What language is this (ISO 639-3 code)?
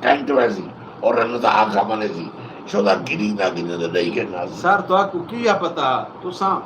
skr